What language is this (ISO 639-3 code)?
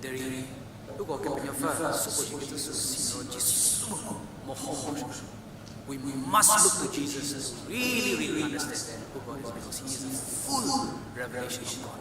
njm